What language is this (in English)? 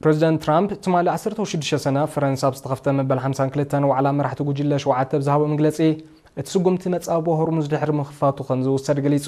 Tigrinya